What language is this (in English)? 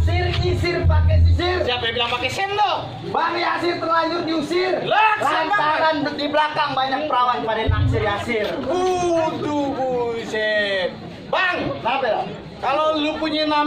Betawi